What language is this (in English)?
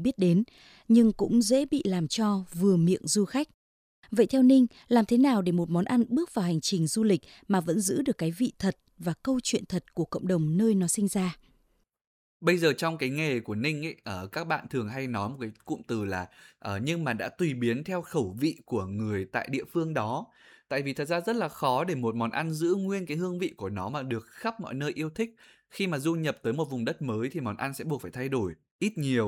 Vietnamese